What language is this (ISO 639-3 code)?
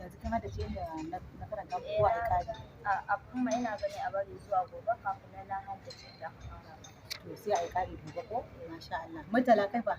hau